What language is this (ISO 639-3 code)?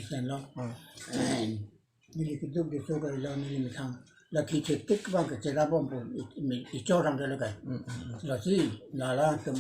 mjw